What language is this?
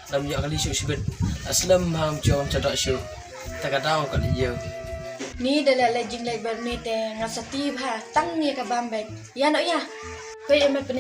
Khasi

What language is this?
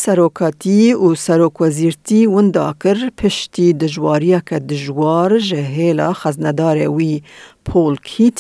Kurdish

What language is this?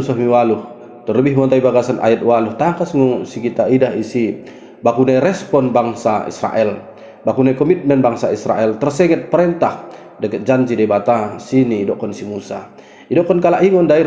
Batak Dairi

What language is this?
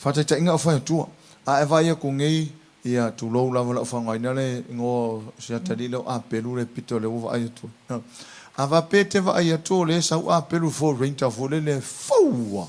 Samoan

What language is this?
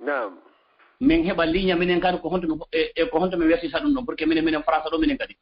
Fula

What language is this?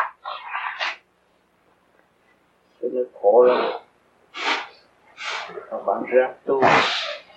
Vietnamese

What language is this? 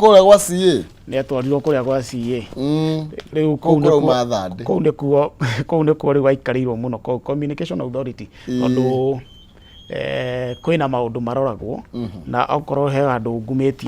Kikuyu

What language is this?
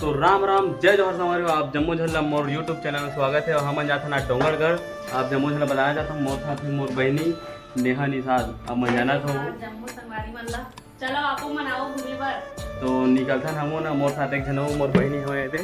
Chhattisgarhi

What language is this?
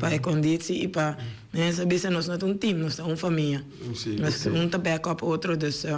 Papiamento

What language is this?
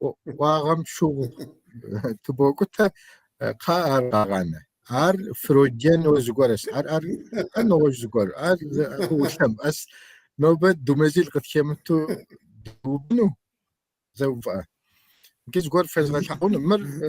Kabardian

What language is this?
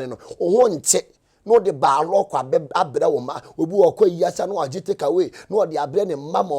Akan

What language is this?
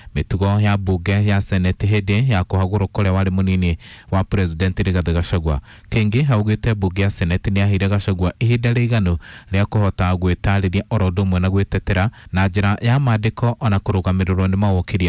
Kikuyu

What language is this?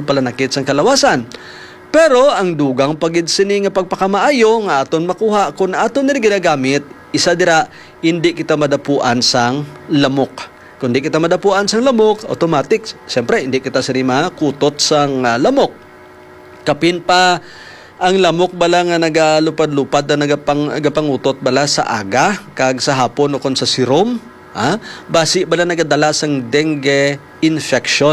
Hiligaynon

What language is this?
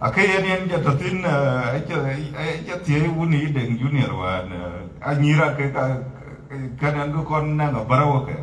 Dinka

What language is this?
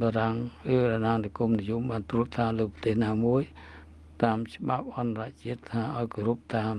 Khmer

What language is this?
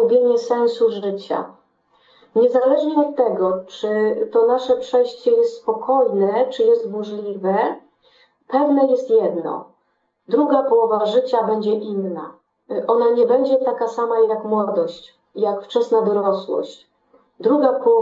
Polish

